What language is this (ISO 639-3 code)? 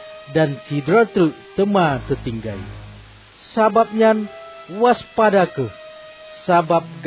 ace